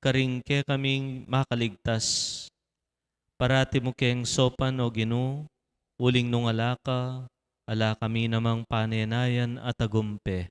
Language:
Pampanga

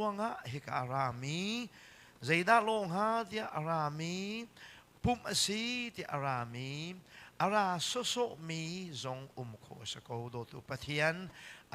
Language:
Hakha Chin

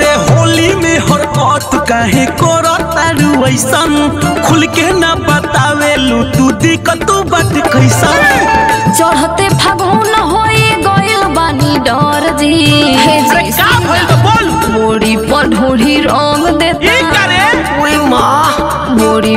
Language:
Bhojpuri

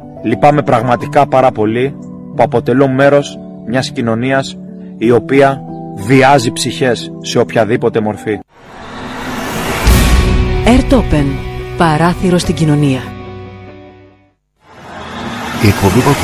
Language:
Greek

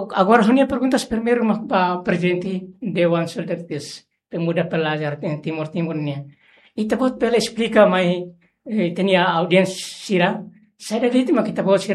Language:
Tetum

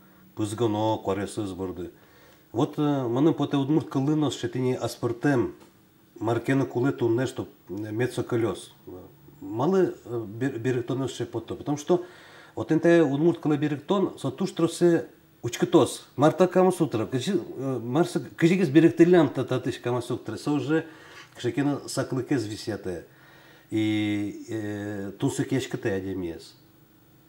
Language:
Udmurt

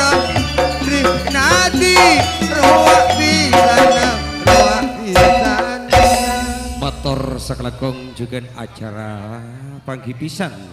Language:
Madurese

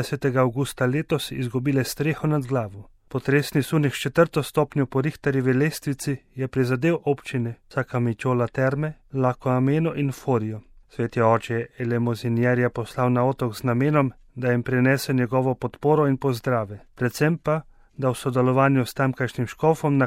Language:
Slovenian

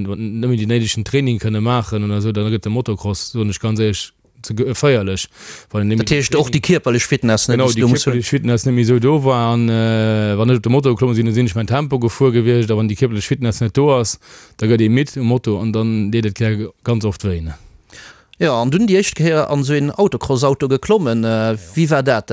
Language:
Luxembourgish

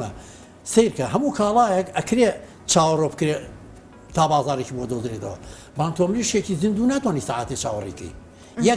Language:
Central Kurdish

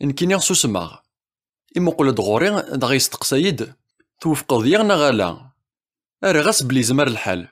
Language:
Kabyle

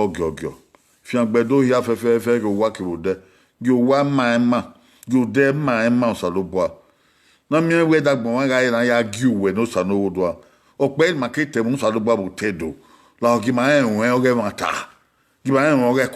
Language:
Bini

